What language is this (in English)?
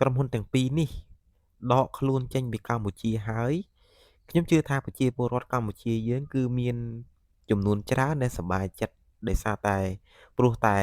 Khmer